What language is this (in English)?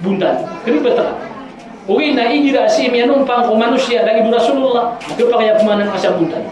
Maranao